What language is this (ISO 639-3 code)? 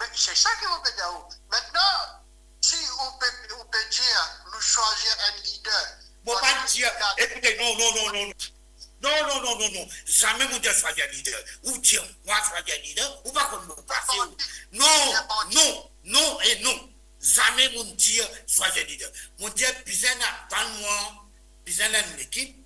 mfe